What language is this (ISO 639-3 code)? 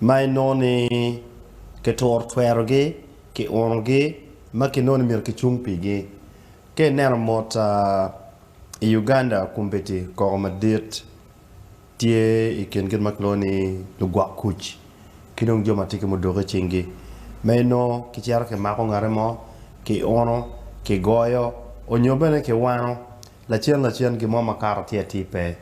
ach